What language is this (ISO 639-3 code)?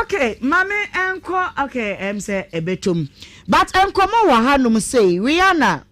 aka